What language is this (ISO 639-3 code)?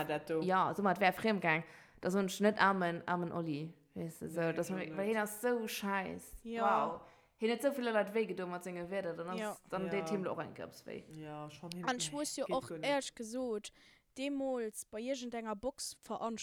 ltz